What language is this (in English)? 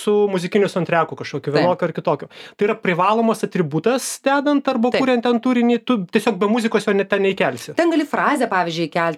Lithuanian